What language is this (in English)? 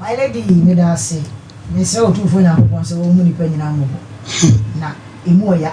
Akan